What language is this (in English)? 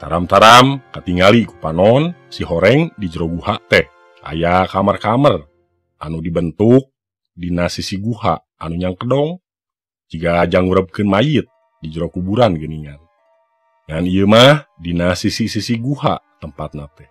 Sundanese